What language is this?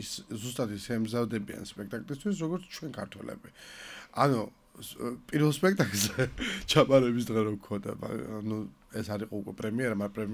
Georgian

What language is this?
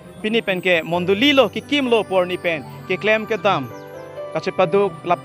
Karbi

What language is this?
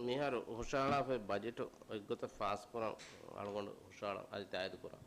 Divehi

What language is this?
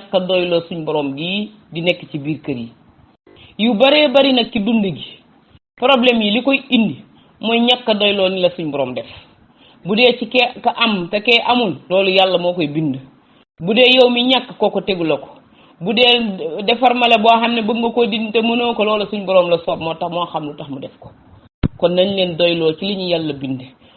Wolof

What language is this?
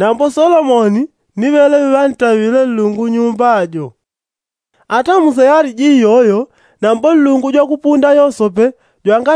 Yao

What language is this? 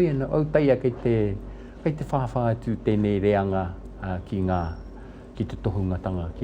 Māori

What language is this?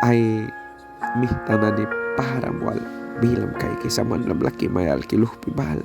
Mískito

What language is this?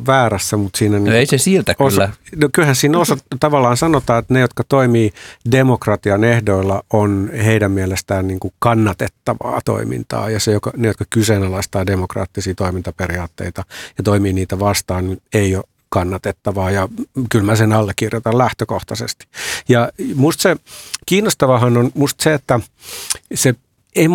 Finnish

